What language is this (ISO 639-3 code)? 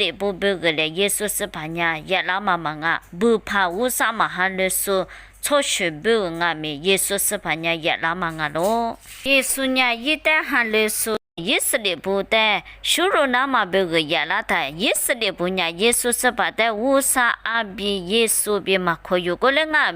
lis